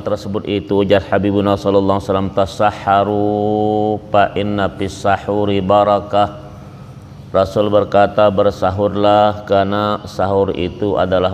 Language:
Banjar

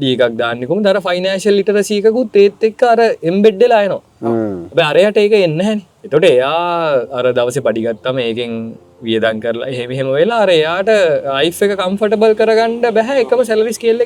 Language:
Sinhala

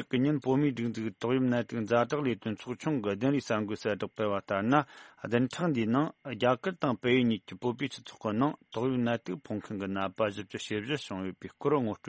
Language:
Tibetan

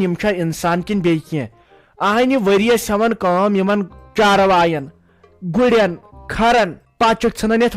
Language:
Kashmiri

